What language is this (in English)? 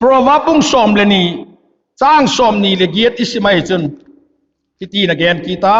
Vaiphei